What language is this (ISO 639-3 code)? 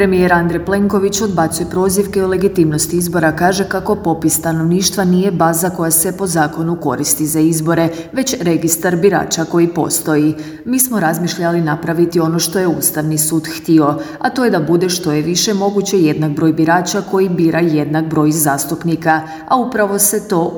hrv